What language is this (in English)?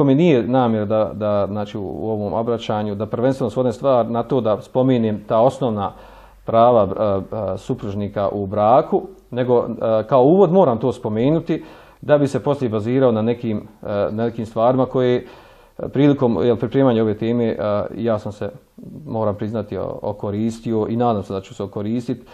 Bosnian